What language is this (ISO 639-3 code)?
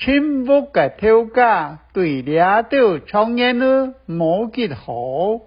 hak